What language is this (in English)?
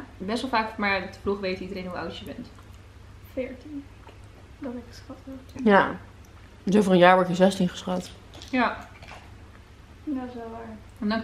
Dutch